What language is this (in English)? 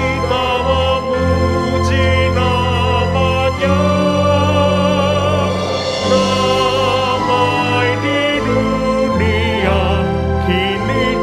Indonesian